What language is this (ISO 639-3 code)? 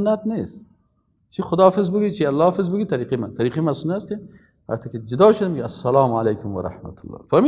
fas